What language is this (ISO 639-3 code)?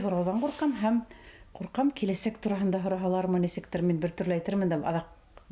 bak